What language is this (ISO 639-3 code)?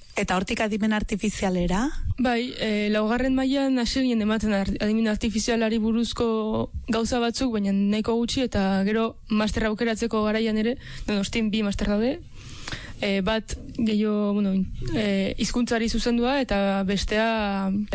eus